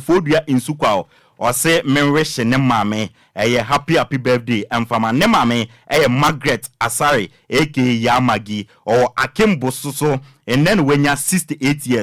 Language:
Akan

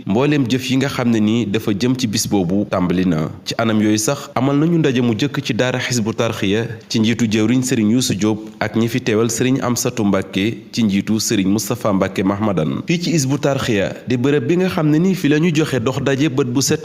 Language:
Wolof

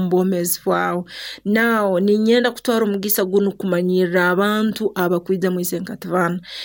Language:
Nyoro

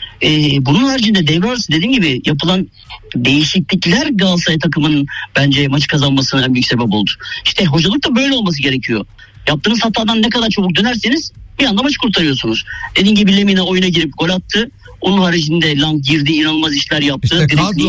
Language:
Turkish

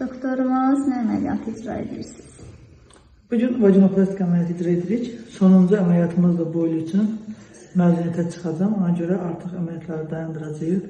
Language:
Azerbaijani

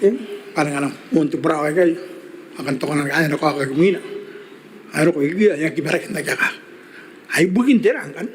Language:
Gilbertese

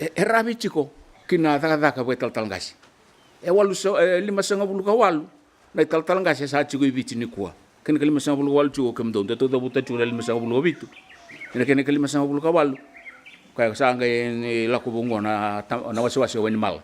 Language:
Fijian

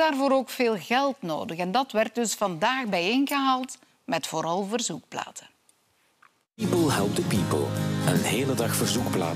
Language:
Dutch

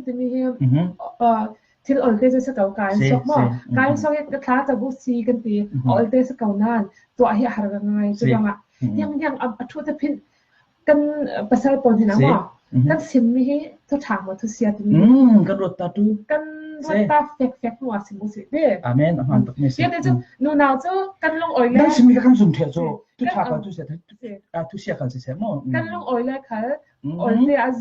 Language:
Falam Chin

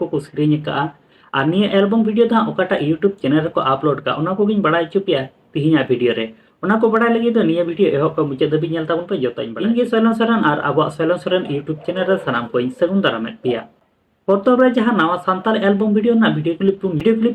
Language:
Santali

